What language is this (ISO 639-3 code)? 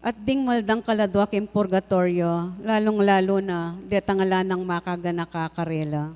pam